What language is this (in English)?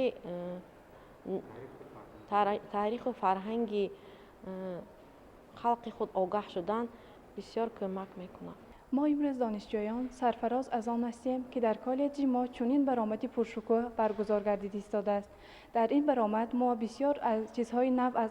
Tajik